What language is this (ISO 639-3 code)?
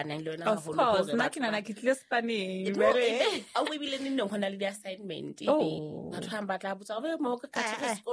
sot